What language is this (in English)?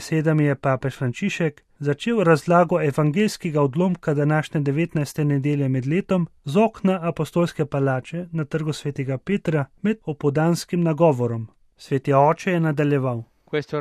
Slovenian